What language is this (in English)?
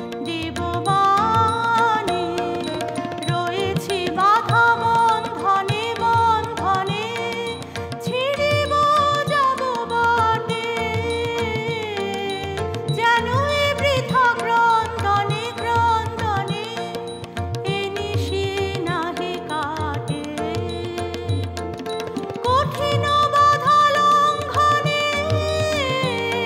Bangla